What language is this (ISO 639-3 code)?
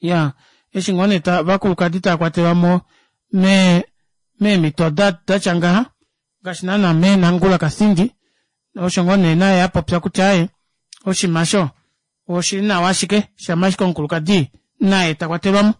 kua